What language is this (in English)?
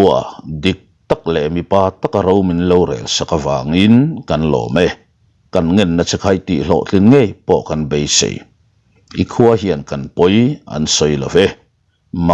Mizo